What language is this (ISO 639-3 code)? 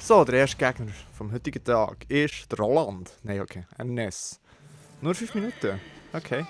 gsw